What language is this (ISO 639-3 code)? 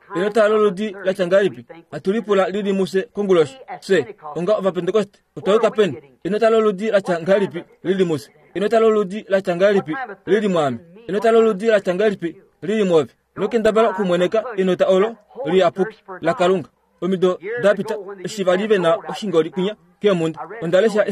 kua